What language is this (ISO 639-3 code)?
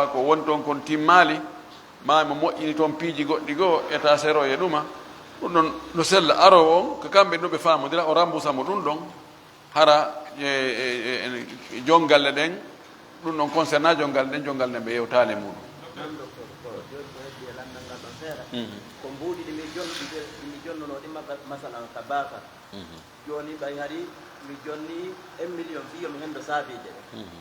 ful